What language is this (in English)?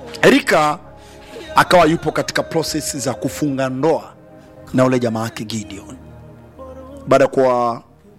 Swahili